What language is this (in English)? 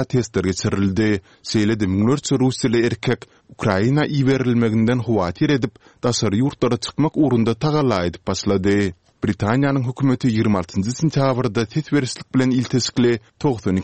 Turkmen